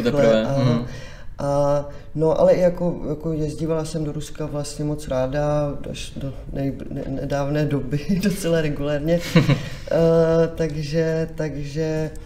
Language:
Czech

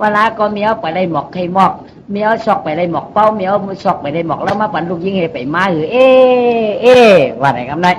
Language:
Shan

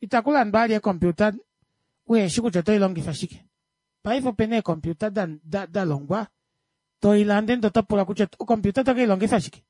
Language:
Kuanyama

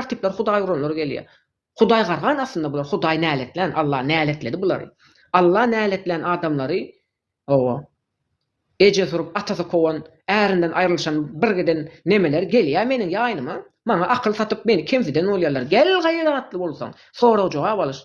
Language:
Turkmen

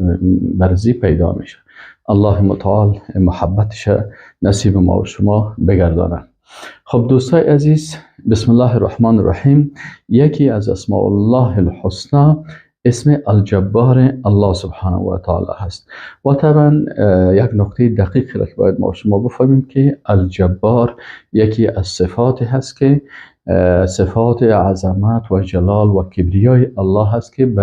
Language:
Persian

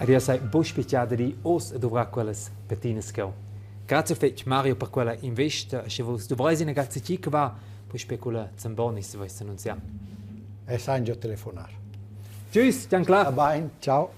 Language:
Romansh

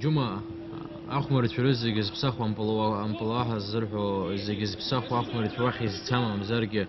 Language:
Abkhazian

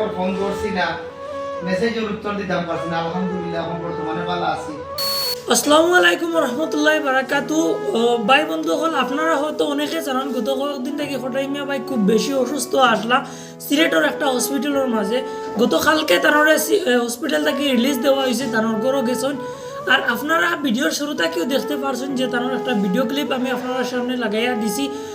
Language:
Sylheti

